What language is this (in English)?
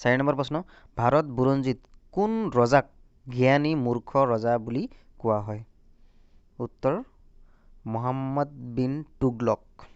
Assamese